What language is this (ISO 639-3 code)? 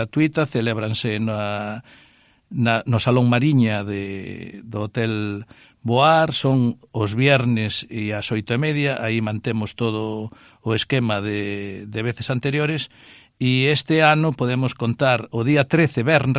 glg